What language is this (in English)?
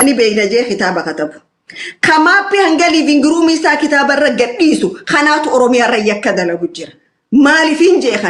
Oromo